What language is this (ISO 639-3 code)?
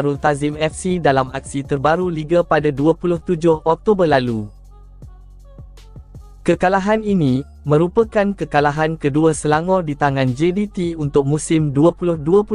msa